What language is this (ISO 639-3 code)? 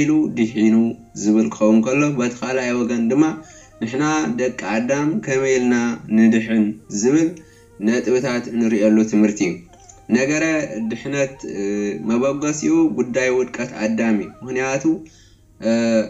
tir